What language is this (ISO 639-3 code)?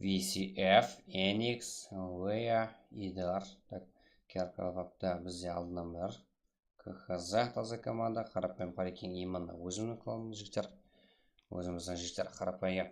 kaa